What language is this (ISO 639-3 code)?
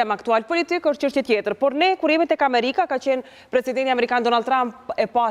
sqi